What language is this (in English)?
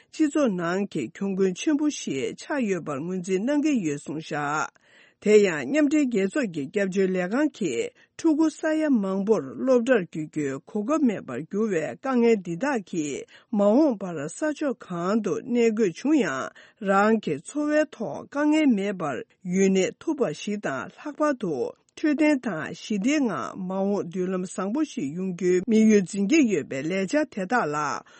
Tibetan